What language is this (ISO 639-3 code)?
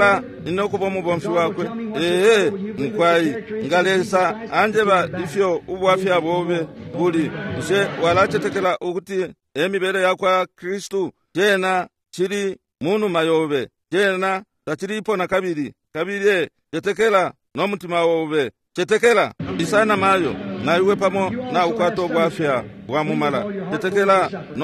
bem